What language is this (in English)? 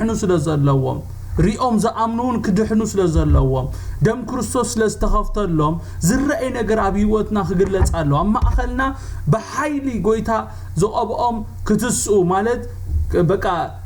Tigrinya